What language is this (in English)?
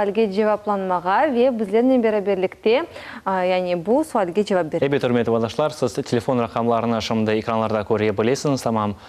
Crimean Tatar